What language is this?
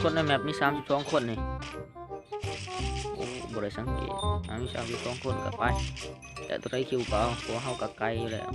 Lao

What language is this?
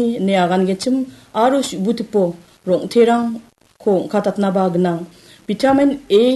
Garo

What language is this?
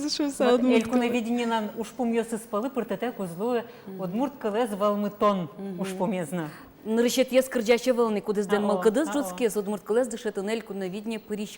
Udmurt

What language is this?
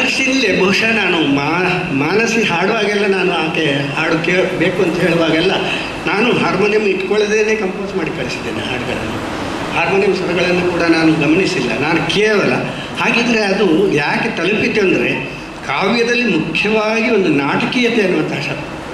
Kannada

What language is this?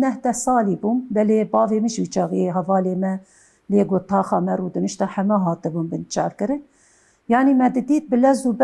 Kurdish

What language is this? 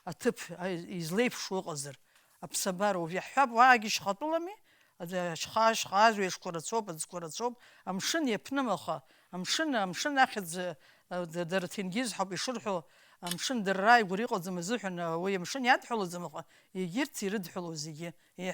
Abkhazian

